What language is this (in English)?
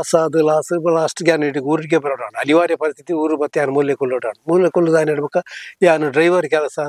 Tulu